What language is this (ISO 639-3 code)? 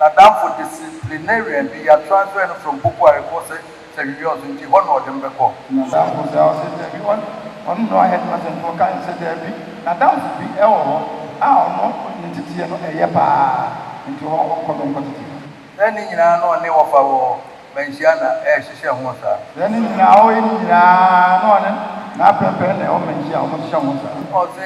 aka